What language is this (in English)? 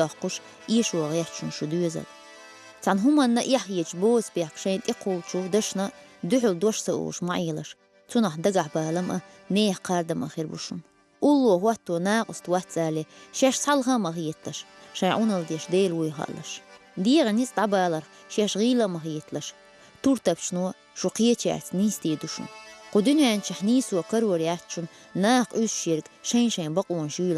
Chechen